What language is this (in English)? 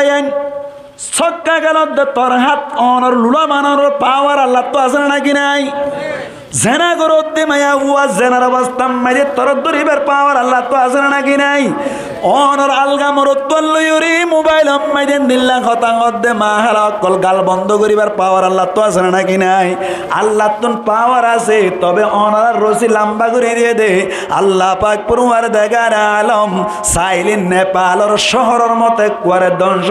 Rohingya